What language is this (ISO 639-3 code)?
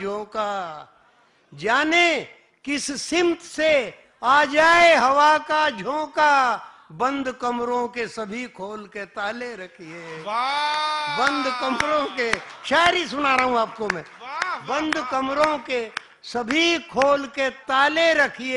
hin